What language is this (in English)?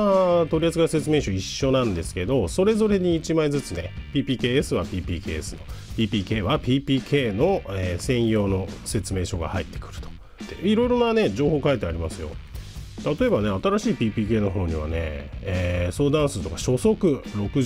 Japanese